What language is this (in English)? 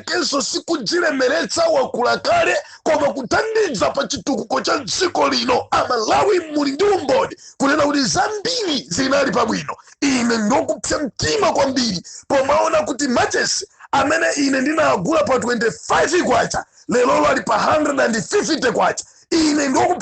Nyanja